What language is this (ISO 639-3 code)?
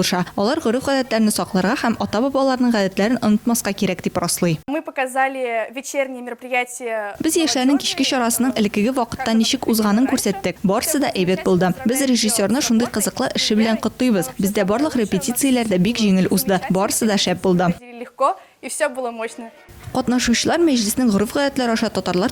tat